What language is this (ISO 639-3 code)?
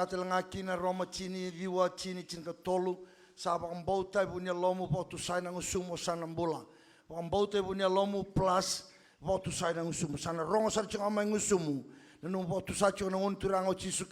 fij